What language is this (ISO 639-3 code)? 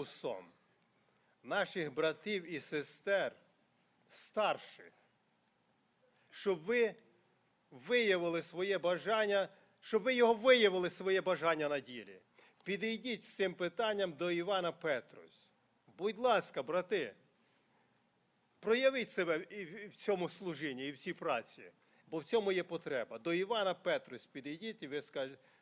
ukr